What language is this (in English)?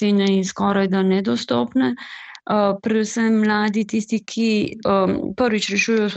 Slovenian